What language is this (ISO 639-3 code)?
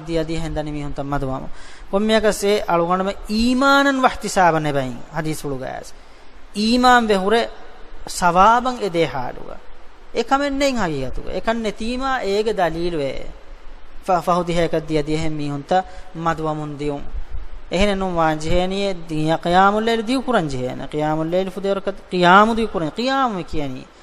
div